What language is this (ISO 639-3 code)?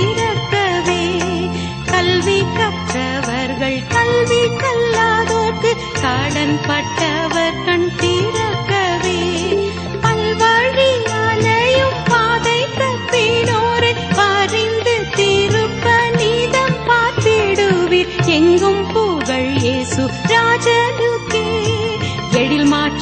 tam